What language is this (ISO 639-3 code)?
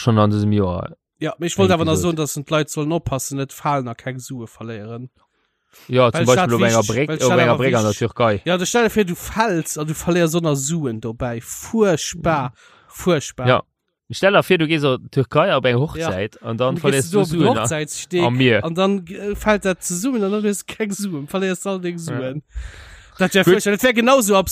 ltz